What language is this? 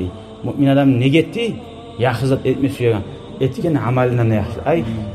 Kumyk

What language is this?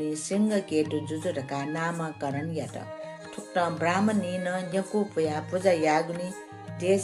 Newari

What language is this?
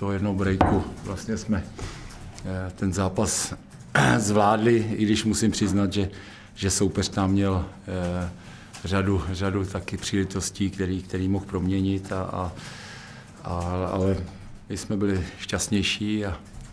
Czech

